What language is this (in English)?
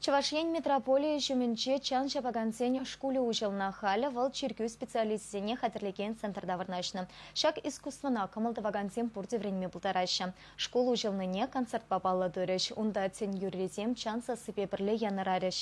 Chuvash